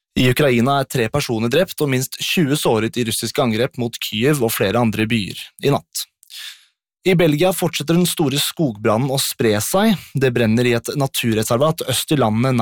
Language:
Norwegian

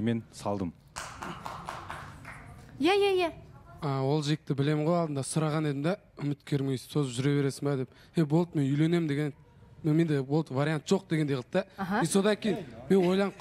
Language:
Kazakh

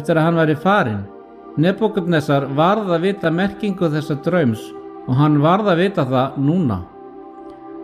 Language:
Icelandic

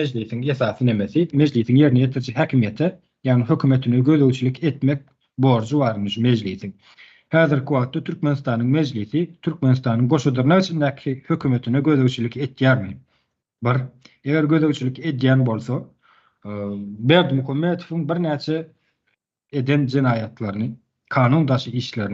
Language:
Turkmen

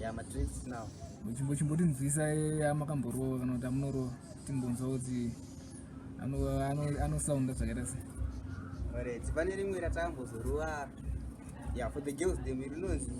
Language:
Shona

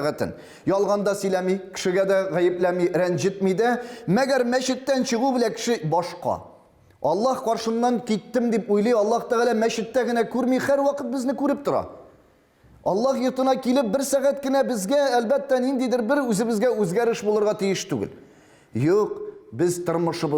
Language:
Tatar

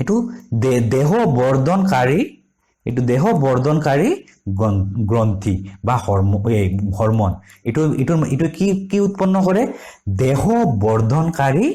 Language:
Assamese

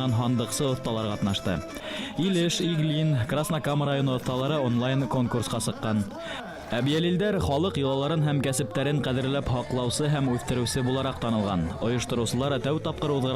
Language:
Bashkir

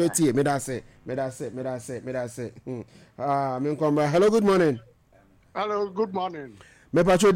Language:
Akan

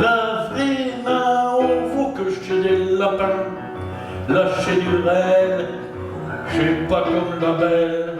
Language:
Picard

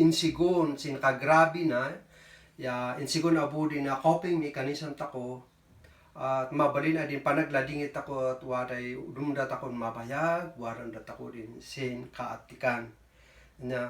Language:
Kankanaey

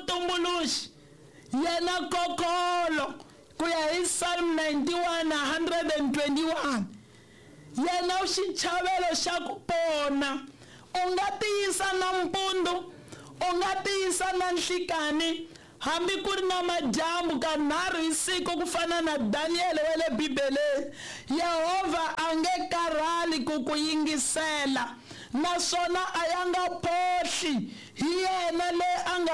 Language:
Tsonga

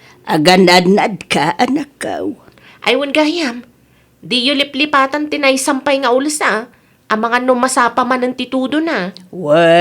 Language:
Iloko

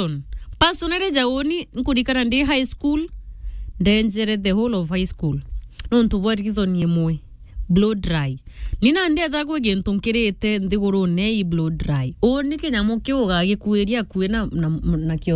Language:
Meru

